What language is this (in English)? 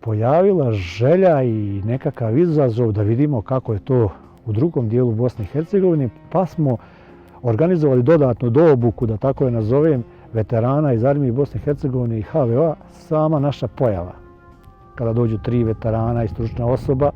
Bosnian